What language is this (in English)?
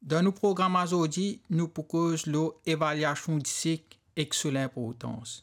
Morisyen